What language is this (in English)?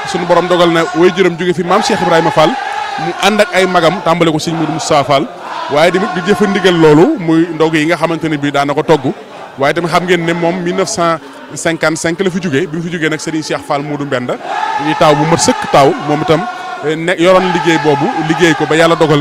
Wolof